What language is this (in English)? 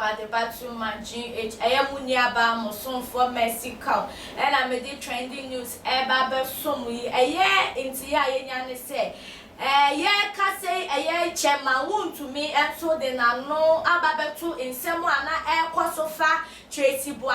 Akan